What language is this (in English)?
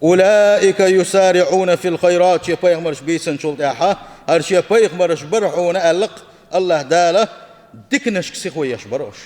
Chechen